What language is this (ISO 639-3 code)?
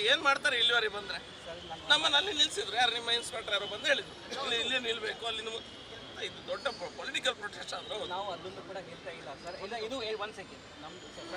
kan